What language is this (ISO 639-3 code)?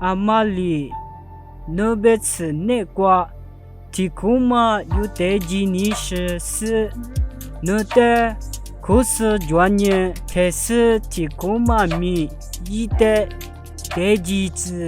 lis